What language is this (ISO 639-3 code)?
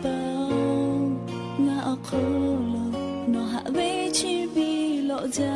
lhu